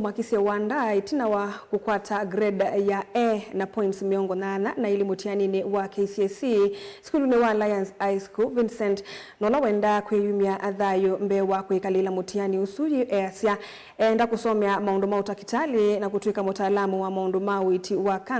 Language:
Kamba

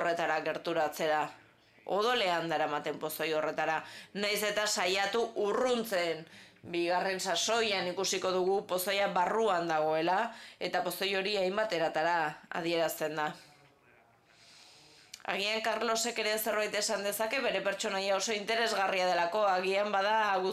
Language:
Basque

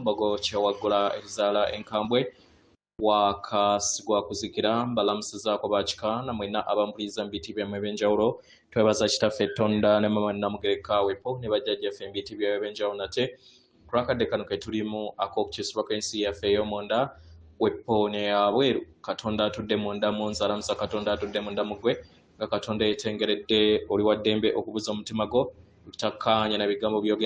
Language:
Ganda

